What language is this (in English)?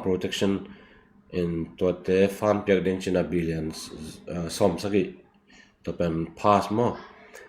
Tedim Chin